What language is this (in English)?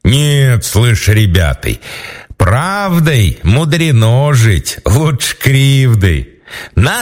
Russian